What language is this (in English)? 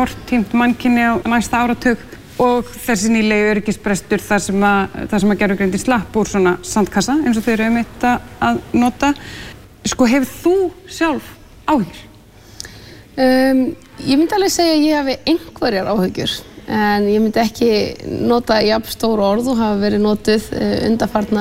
Icelandic